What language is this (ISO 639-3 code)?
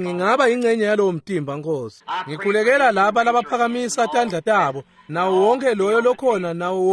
ssw